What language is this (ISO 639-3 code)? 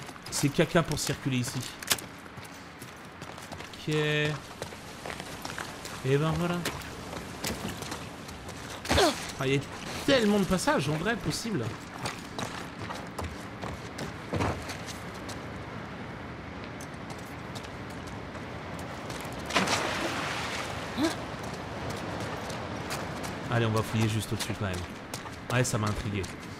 fra